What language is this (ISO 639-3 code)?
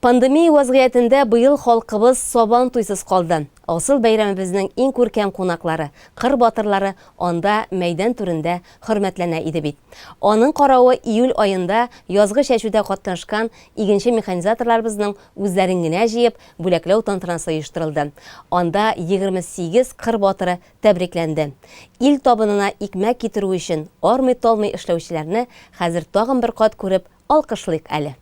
tat